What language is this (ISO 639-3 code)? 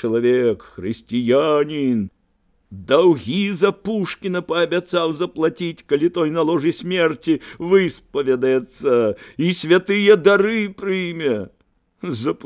bel